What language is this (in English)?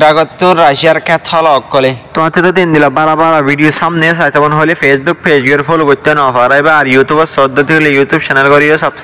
Rohingya